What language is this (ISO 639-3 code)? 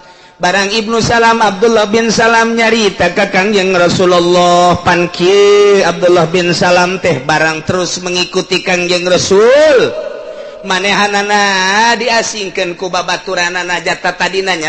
sun